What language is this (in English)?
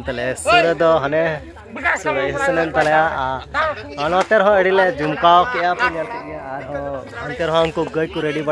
Santali